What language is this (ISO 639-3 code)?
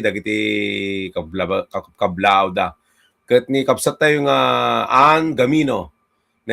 ilo